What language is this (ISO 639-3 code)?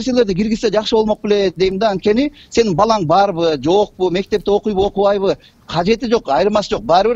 kir